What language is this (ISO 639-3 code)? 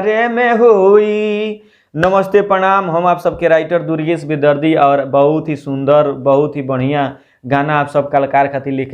bho